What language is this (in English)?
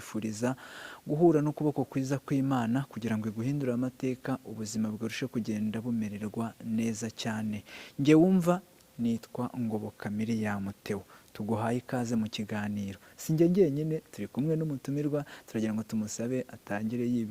Kinyarwanda